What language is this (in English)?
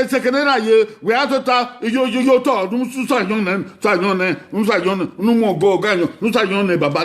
Bini